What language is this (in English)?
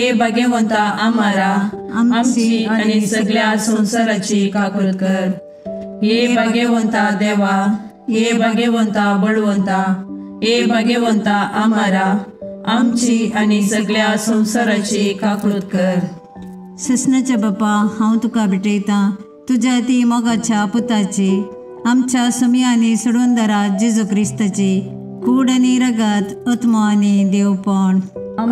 Konkani